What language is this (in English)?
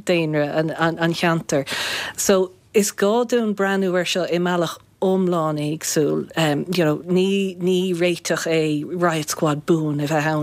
Irish